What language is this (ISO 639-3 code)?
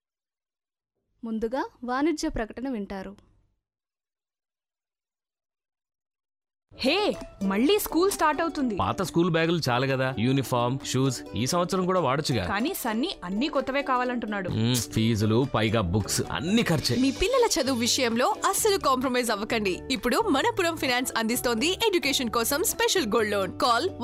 tel